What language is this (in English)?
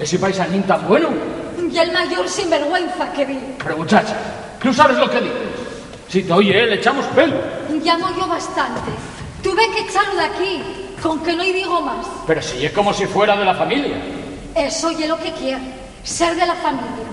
Asturian